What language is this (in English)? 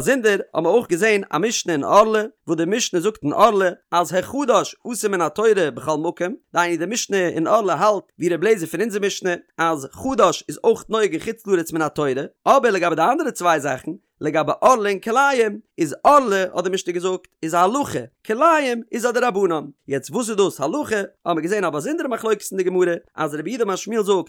Yiddish